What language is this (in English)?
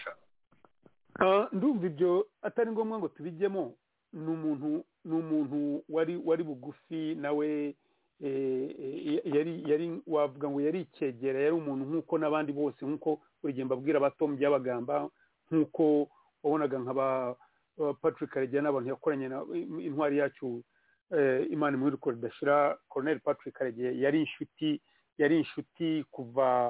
Kinyarwanda